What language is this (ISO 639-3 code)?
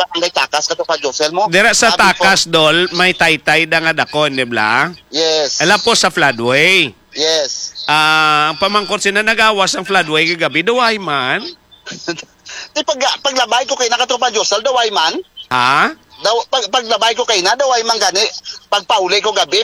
hil